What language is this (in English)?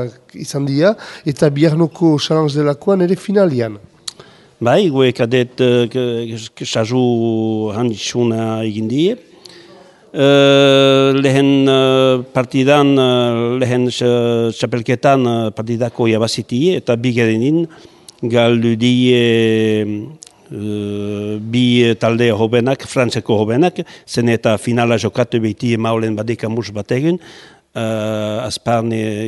Basque